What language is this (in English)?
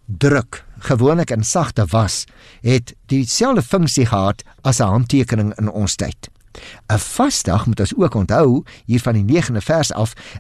Afrikaans